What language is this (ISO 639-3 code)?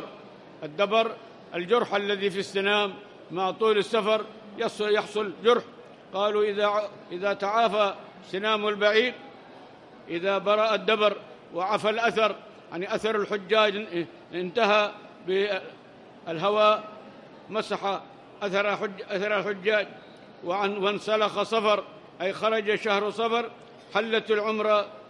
ara